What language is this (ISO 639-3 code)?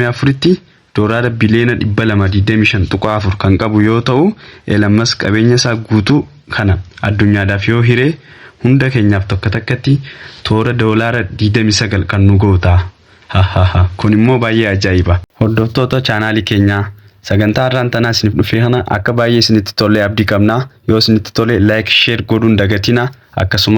orm